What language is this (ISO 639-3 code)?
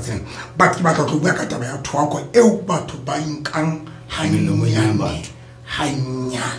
sot